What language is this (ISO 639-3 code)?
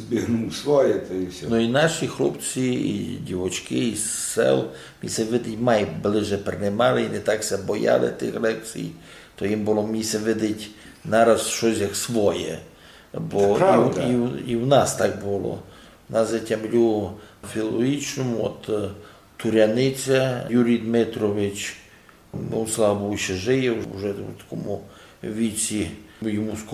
rue